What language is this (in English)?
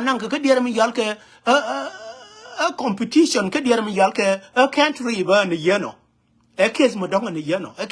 Nuer